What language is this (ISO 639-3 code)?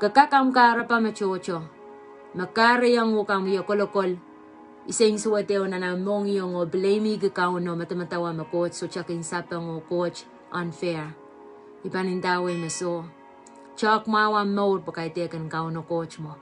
pon